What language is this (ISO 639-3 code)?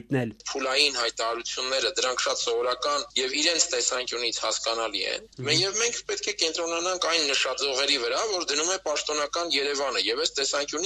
hye